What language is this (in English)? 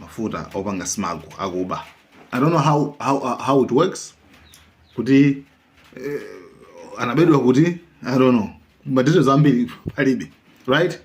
Nyanja